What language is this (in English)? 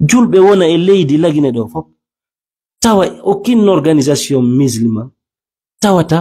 Fula